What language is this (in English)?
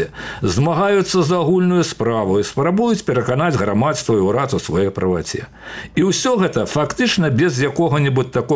Belarusian